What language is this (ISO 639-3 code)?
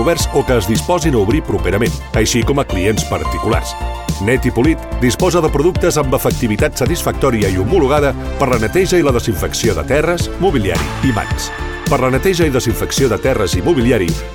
cat